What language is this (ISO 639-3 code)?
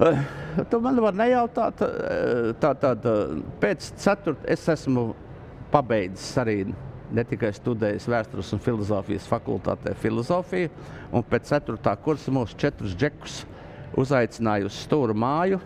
lav